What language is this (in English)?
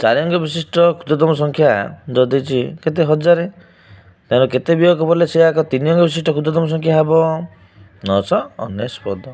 Odia